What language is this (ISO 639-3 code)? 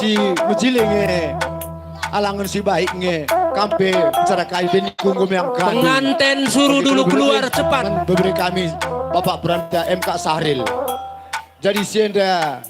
btx